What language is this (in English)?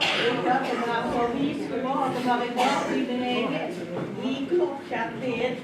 Limburgish